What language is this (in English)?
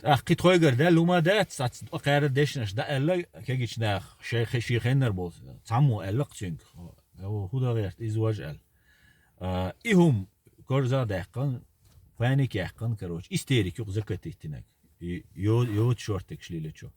Chechen